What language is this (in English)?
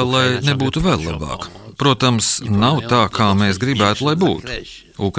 Latvian